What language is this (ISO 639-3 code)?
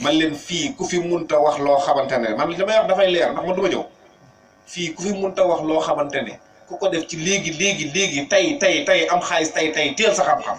wol